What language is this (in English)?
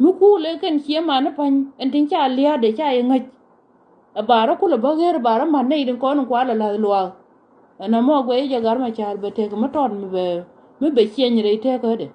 Nuer